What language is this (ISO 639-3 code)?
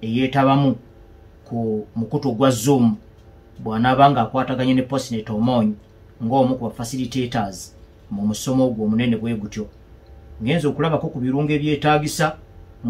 lug